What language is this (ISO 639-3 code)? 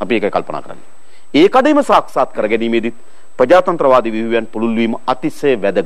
sin